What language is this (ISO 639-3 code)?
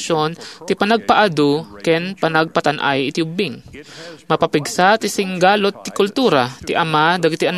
ilo